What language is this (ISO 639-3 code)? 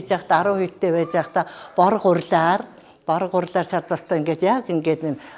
mon